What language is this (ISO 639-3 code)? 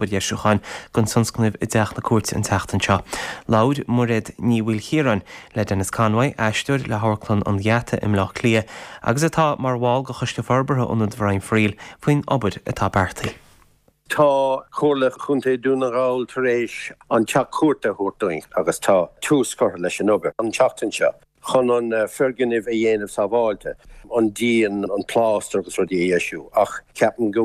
gle